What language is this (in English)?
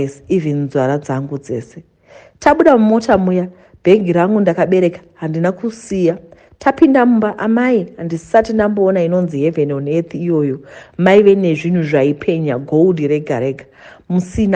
Shona